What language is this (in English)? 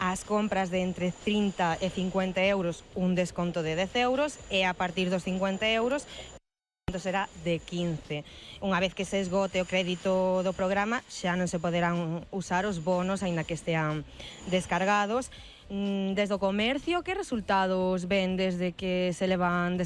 Galician